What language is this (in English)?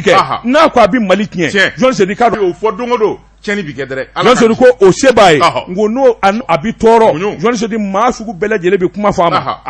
Bambara